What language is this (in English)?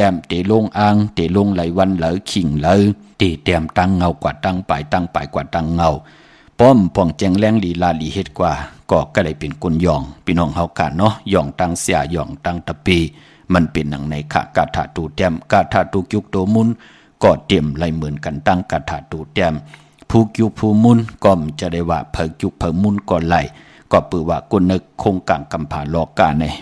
Shan